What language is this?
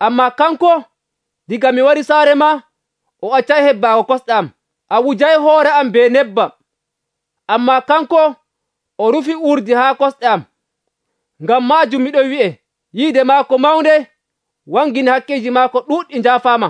Nigerian Fulfulde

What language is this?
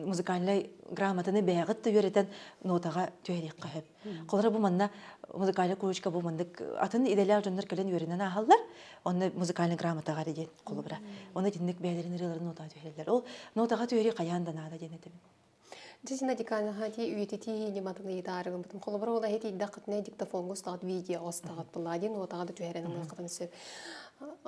Yakut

